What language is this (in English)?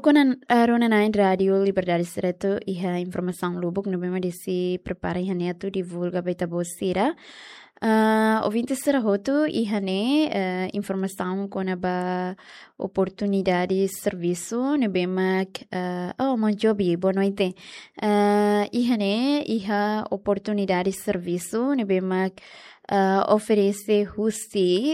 Tetum